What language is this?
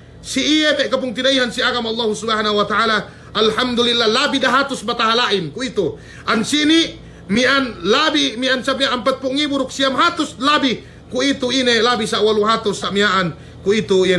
Yakan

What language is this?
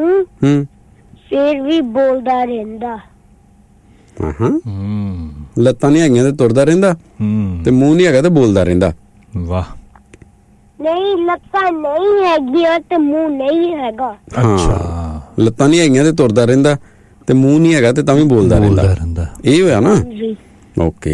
Punjabi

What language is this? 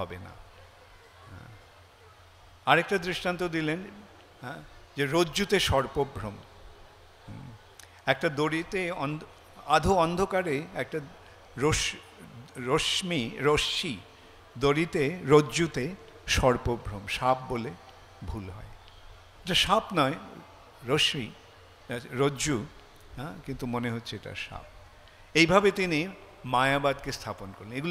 Bangla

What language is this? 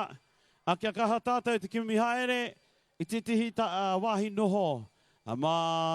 Māori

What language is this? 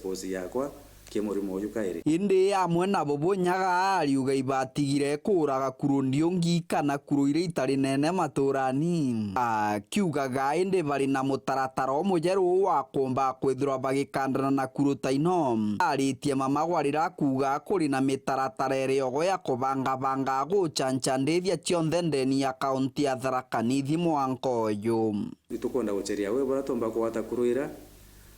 Meru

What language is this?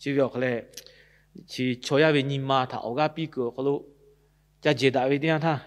Lahu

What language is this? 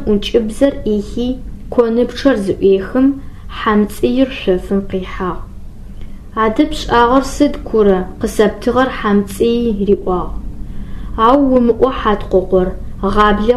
Adyghe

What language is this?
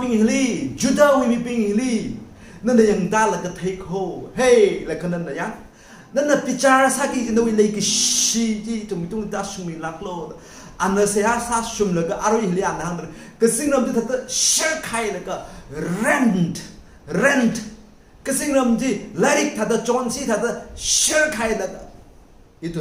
Tangkhul Naga (India)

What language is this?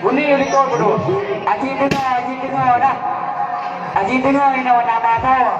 Achinese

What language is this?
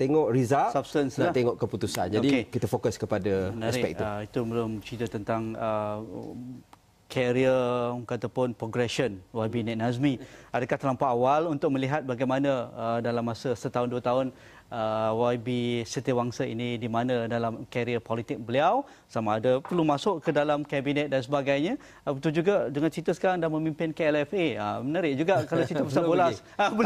Malay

